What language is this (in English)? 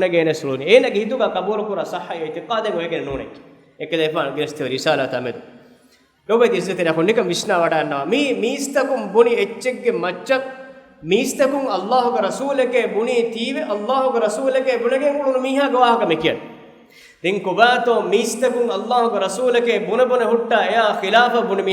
Divehi